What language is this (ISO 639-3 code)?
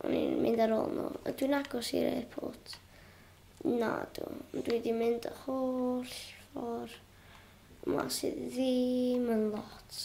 cym